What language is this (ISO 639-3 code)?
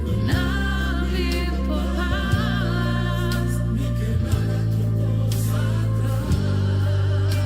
pap